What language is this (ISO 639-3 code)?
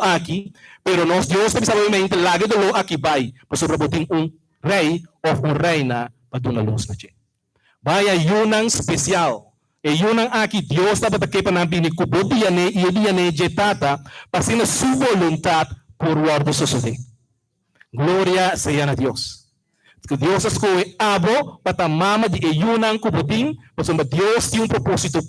pap